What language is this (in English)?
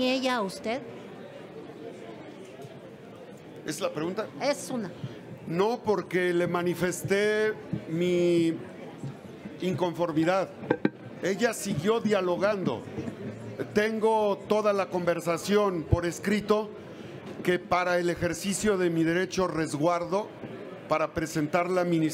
Spanish